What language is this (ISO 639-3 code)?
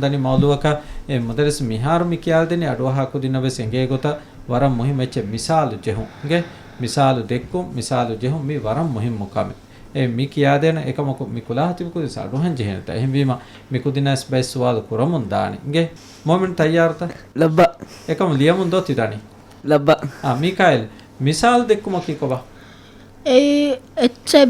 div